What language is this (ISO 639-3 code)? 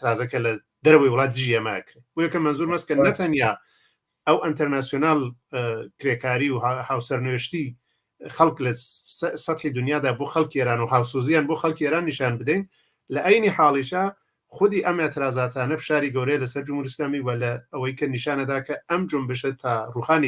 ckb